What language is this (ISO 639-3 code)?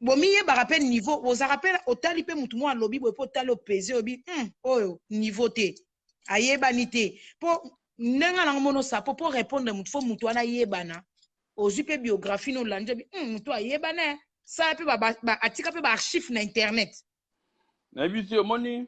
lin